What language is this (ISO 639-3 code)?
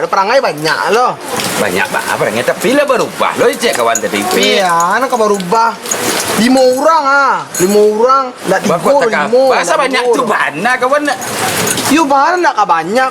min